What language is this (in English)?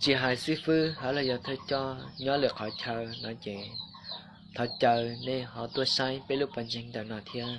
Hmong